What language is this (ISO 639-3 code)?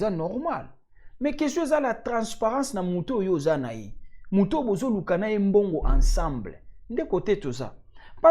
lin